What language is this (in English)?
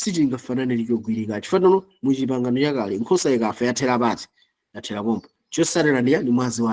Nyanja